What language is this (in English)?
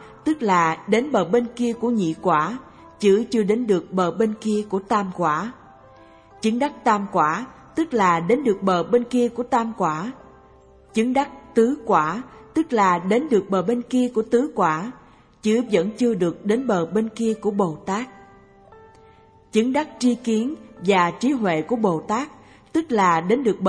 Vietnamese